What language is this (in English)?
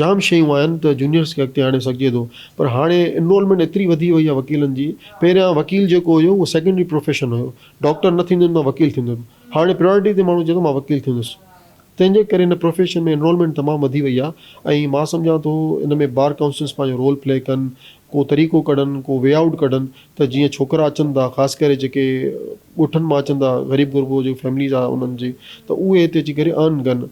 Sindhi